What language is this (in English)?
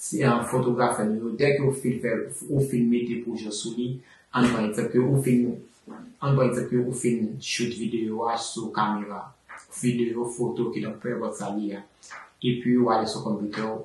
Haitian Creole